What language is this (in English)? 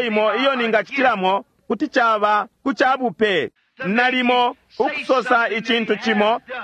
Bemba